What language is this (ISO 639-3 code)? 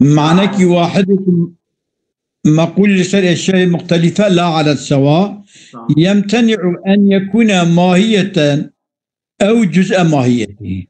kur